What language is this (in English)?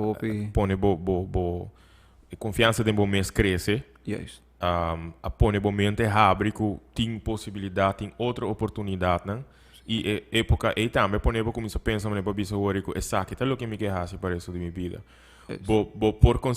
Papiamento